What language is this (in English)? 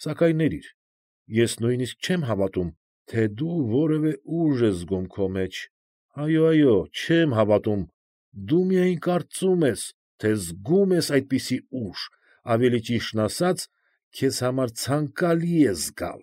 Armenian